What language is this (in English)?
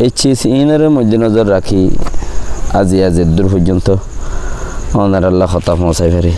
Rohingya